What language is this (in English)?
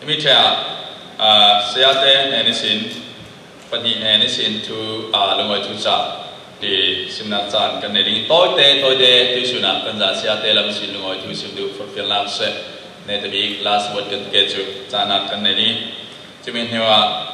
Falam Chin